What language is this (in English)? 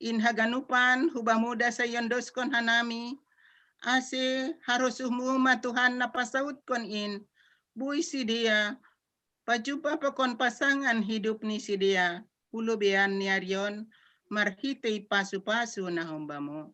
Batak Simalungun